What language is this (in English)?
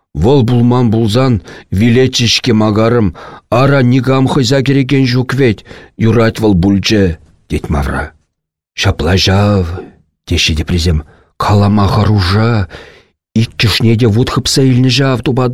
Chuvash